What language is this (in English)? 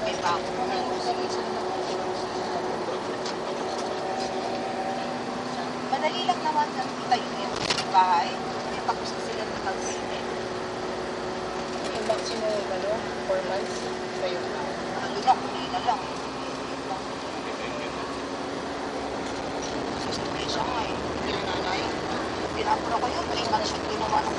Filipino